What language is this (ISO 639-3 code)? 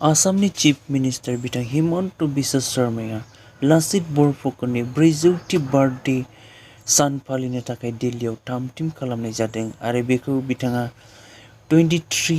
brx